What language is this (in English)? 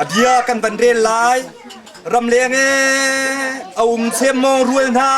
Hakha Chin